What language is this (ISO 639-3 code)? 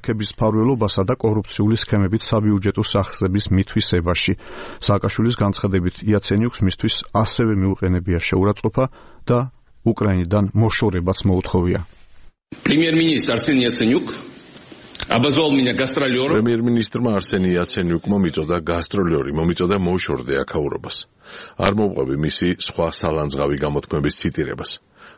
kat